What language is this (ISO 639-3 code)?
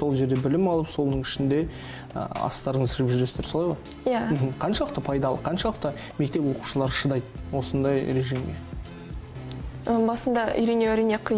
kaz